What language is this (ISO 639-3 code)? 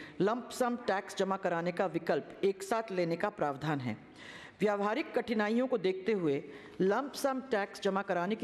hin